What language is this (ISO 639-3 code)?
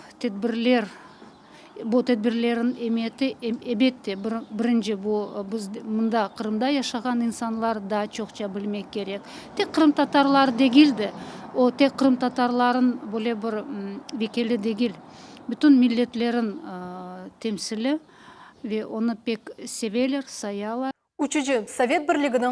crh